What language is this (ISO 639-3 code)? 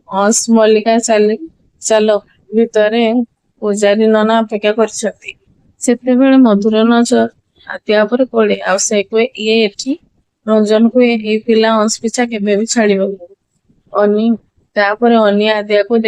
ori